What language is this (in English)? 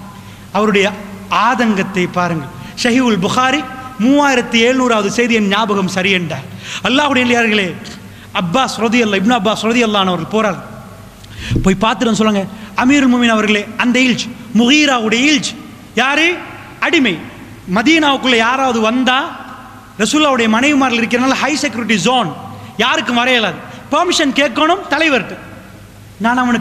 Tamil